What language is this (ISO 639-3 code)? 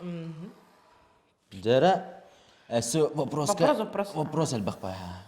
sah